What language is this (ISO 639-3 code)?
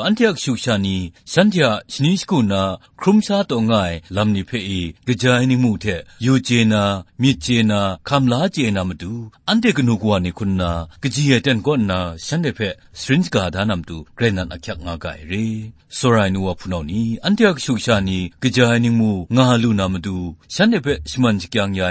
kac